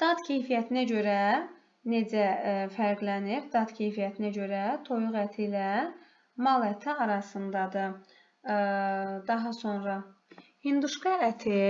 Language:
Azerbaijani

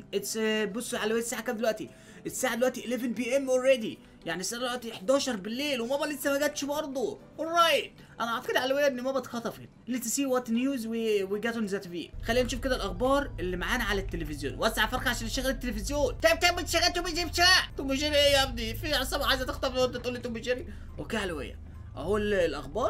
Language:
Egyptian Arabic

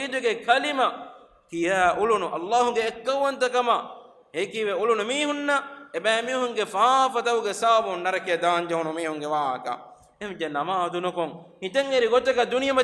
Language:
Divehi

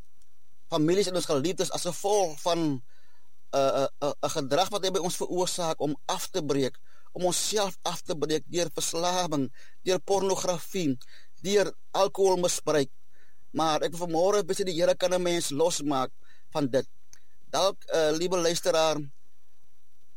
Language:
Afrikaans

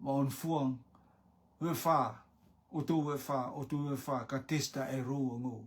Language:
Rotuman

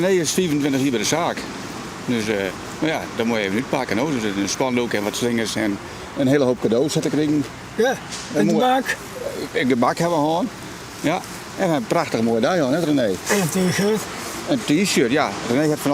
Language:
Western Frisian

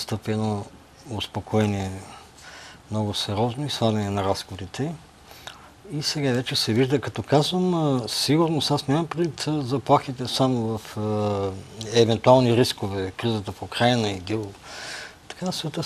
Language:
Bulgarian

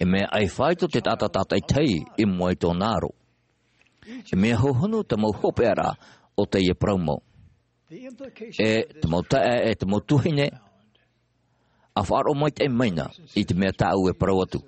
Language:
Tahitian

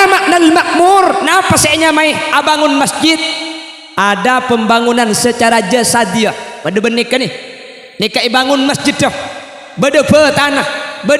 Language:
Madurese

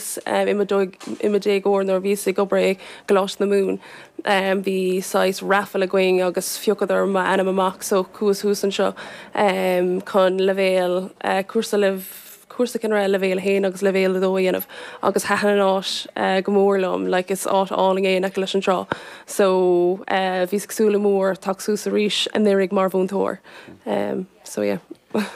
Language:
Irish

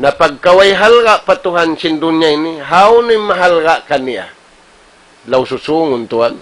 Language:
Tausug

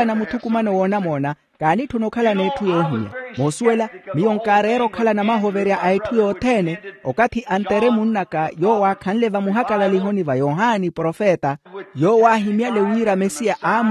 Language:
Makhuwa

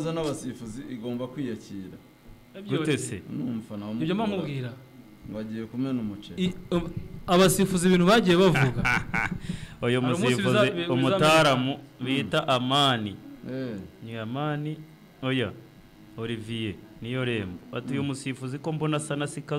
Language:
Kinyarwanda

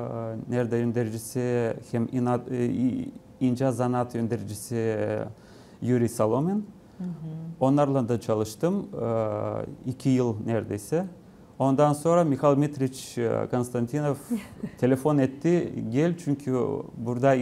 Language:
Gagauz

